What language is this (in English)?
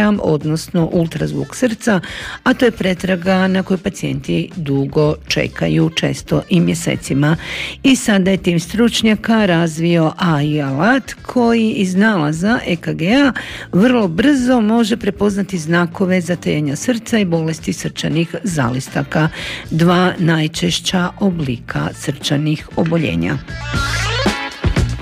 Croatian